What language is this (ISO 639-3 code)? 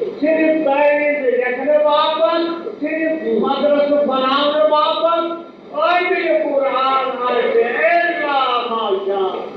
kas